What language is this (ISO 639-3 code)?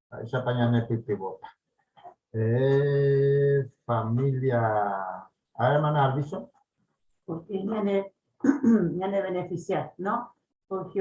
grn